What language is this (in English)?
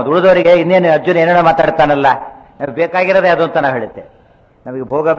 Kannada